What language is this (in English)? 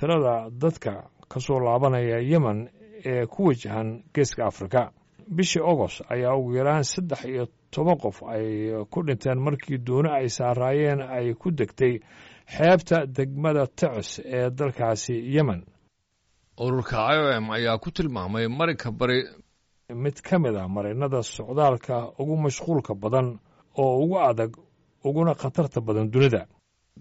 Somali